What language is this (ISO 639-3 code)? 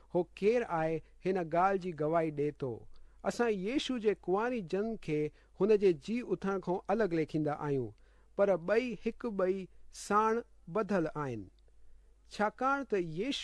snd